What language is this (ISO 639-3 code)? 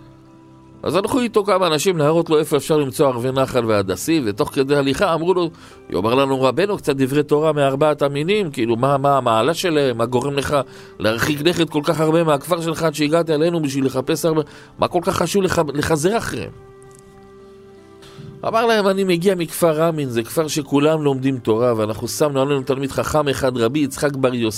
heb